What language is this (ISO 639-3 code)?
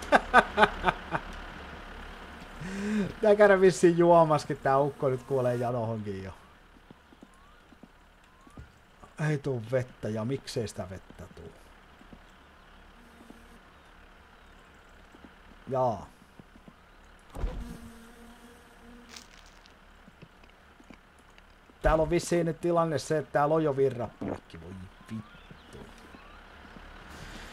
fin